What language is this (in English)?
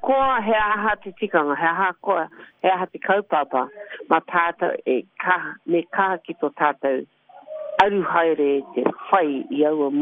Māori